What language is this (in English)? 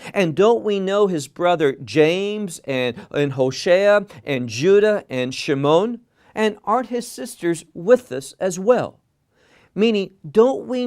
English